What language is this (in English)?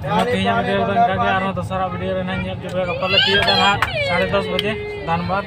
Santali